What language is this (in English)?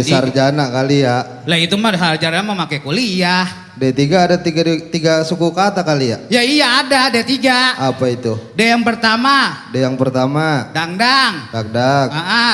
Betawi